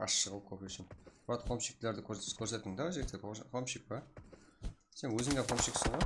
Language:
Kara-Kalpak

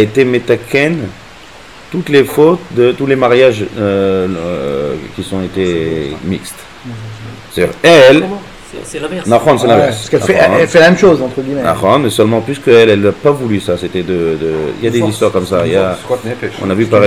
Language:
French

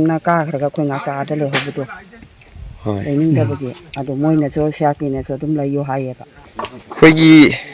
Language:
Manipuri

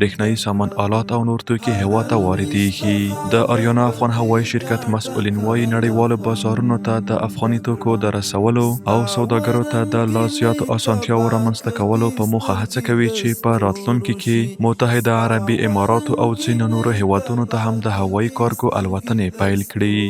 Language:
Pashto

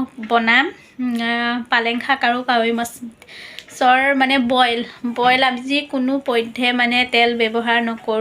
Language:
Assamese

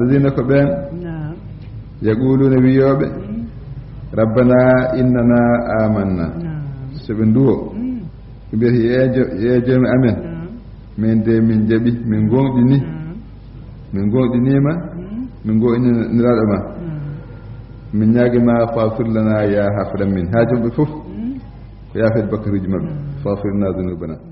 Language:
Fula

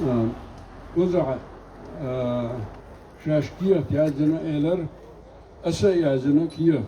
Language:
Chechen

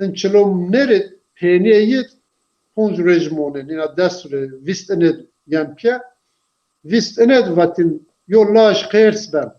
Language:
Zaza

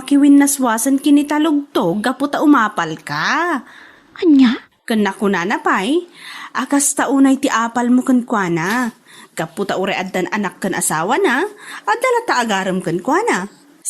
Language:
Iloko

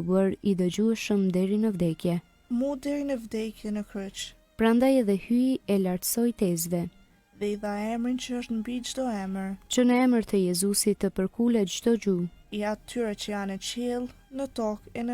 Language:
Albanian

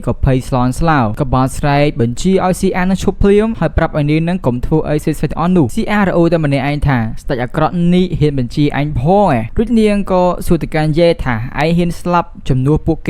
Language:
Khmer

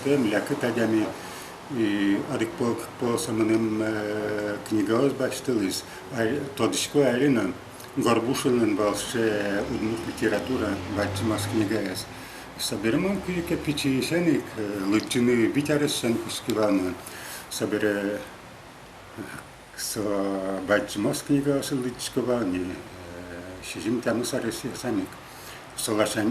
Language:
Udmurt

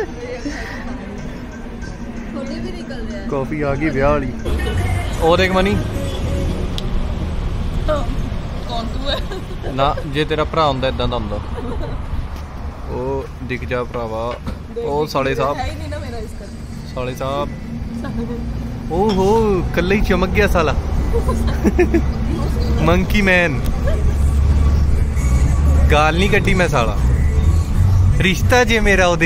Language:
Punjabi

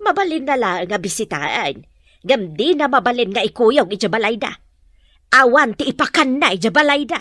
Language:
Iloko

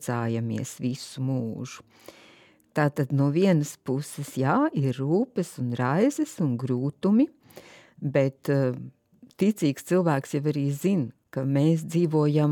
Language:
Latvian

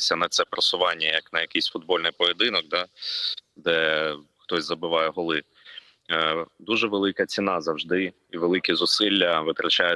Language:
Ukrainian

